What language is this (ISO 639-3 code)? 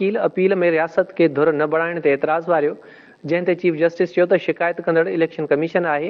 snd